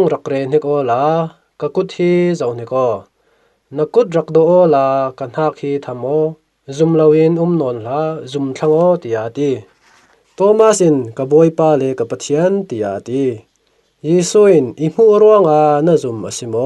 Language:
Falam Chin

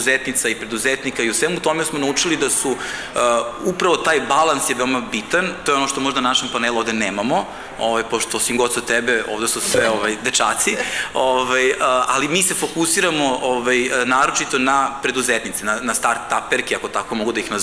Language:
Serbian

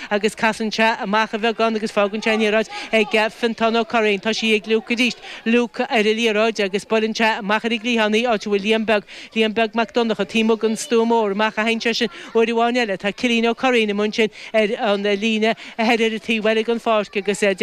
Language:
Irish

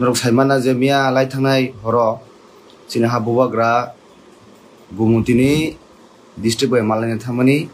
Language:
Kok Borok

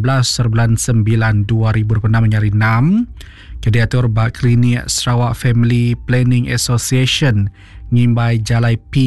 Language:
Iban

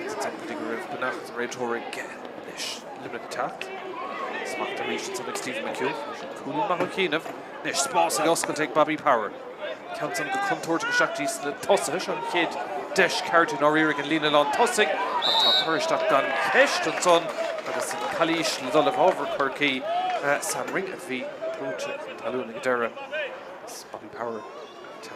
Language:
Irish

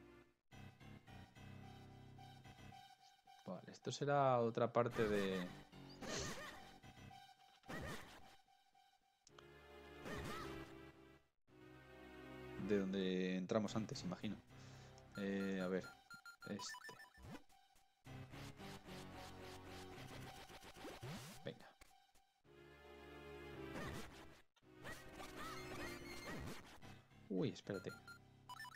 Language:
Spanish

